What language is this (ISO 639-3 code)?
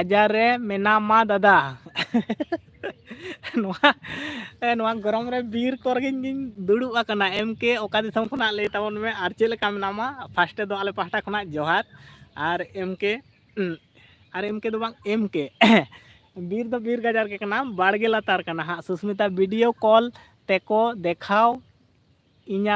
sat